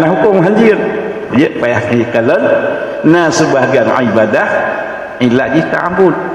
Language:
Achinese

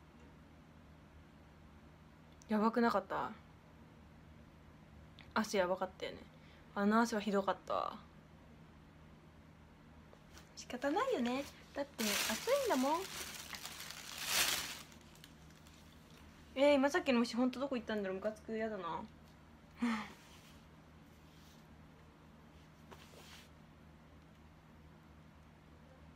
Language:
Japanese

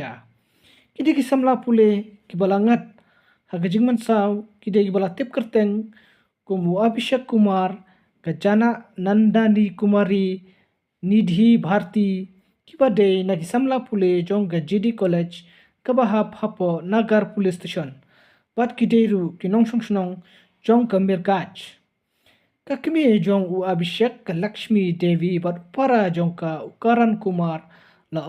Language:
Khasi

